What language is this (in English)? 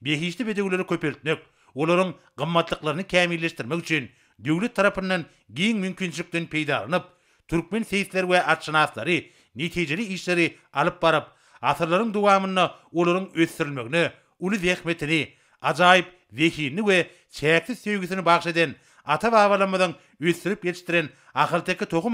Turkmen